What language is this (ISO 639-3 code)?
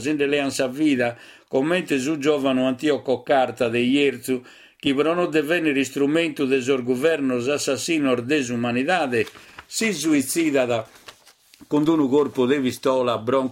srd